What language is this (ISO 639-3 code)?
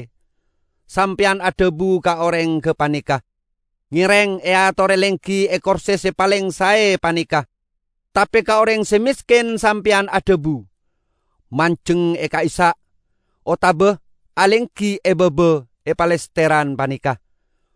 mad